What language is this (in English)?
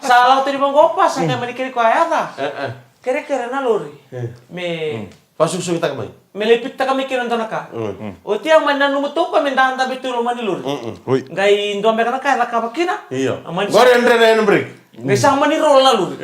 Fijian